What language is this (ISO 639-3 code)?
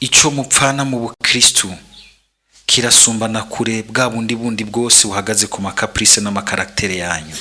run